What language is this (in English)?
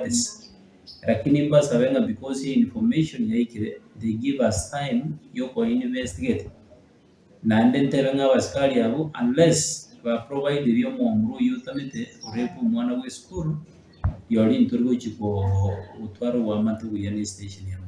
Gusii